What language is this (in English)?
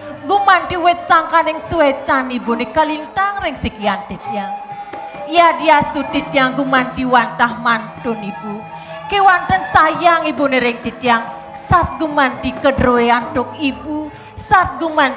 Balinese